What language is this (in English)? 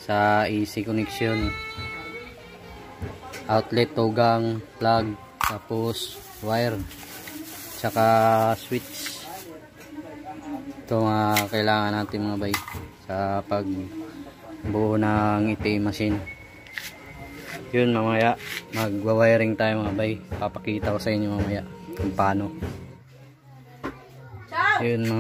Filipino